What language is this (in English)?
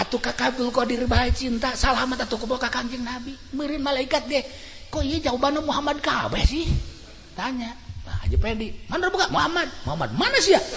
Sundanese